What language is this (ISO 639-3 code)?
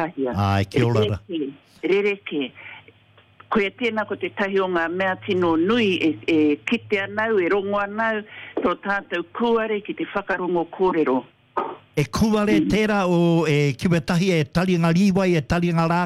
mri